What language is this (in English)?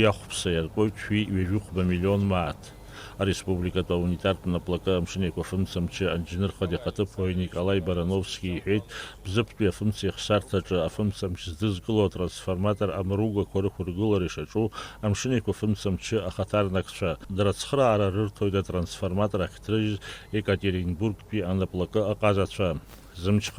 Abkhazian